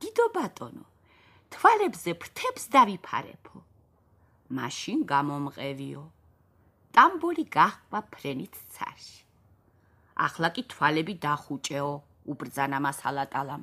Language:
Georgian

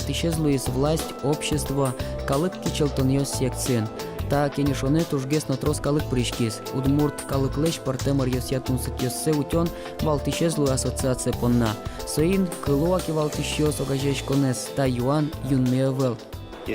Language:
Udmurt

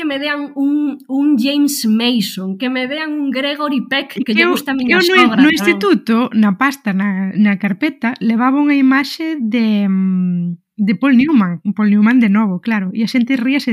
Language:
Galician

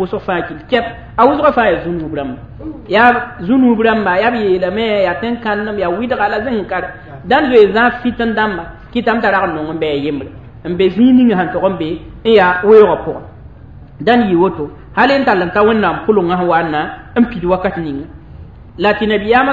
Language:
Mossi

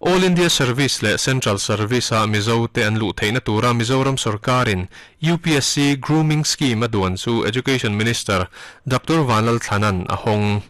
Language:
Mizo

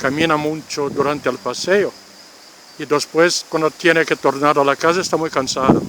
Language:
Ladino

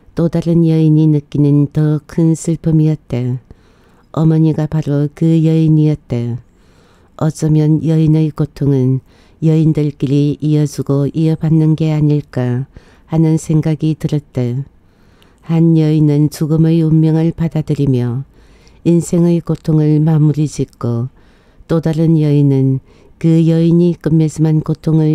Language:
Korean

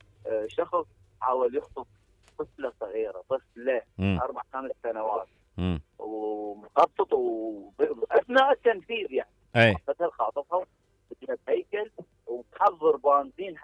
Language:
Mesopotamian Arabic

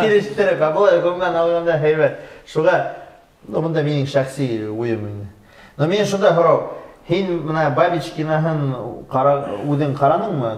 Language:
Bashkir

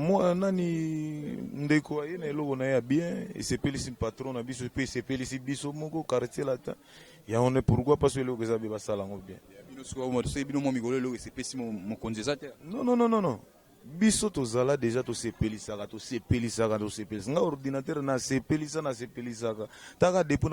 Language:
Lingala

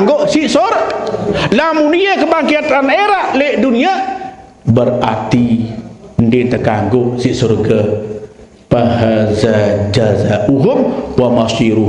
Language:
Sasak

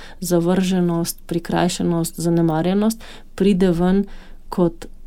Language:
Slovenian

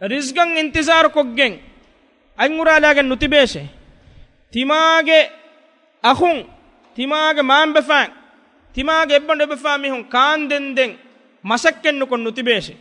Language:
Divehi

